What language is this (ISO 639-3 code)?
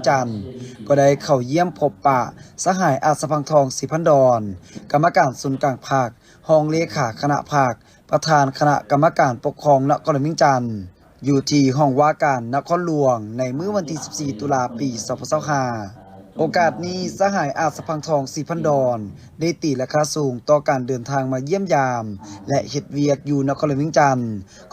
lao